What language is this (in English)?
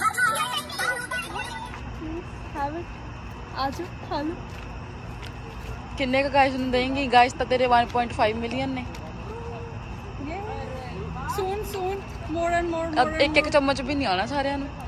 Punjabi